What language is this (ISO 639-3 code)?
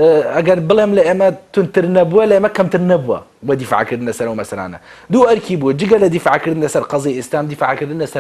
ckb